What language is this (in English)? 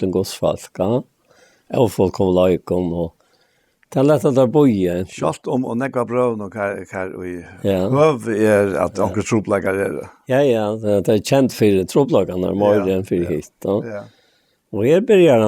Faroese